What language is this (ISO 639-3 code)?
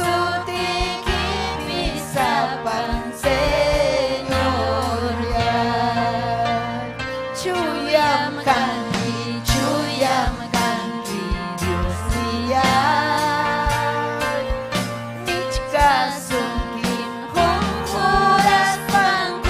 quy